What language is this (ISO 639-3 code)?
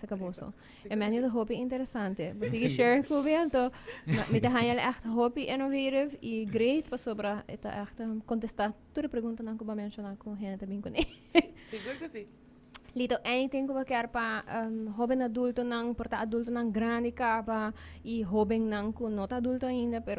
pap